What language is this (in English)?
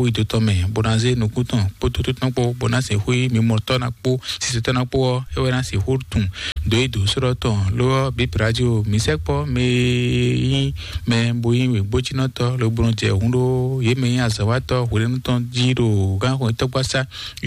Fon